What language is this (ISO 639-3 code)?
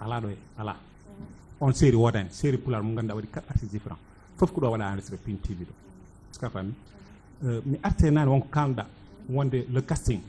ful